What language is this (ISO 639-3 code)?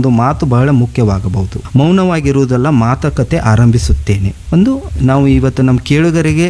kan